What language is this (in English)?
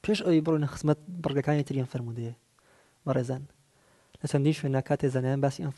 Central Kurdish